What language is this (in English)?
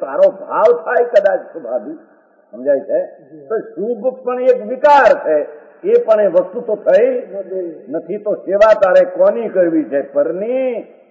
Gujarati